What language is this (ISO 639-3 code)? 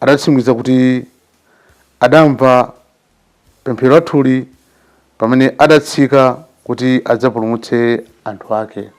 nya